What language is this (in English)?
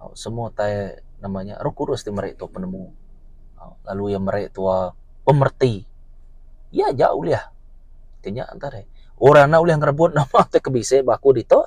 Iban